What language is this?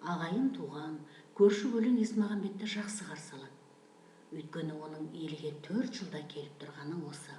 Kazakh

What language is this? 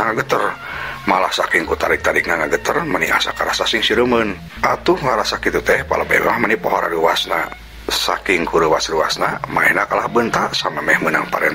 Sundanese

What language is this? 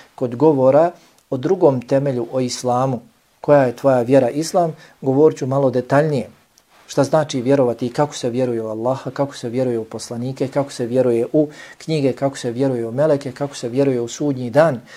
Bosnian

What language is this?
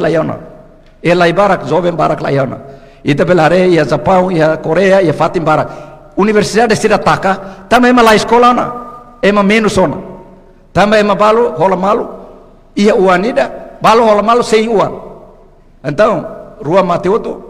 Tetum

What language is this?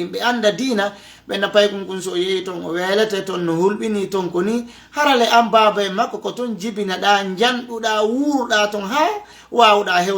Fula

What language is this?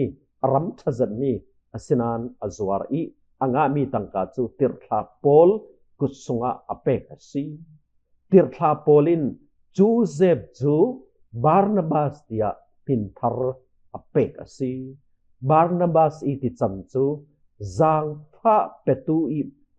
Falam Chin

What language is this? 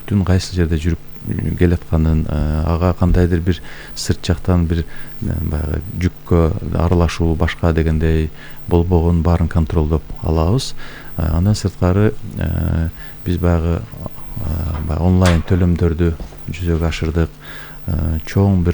Kyrgyz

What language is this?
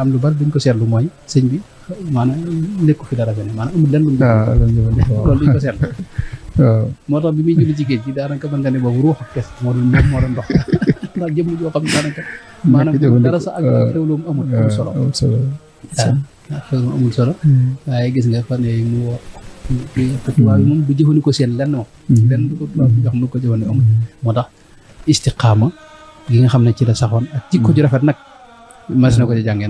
Wolof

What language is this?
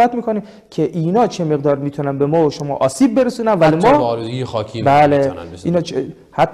Persian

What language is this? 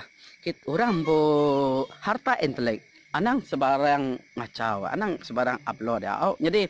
Iban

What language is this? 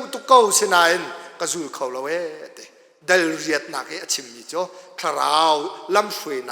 Hakha Chin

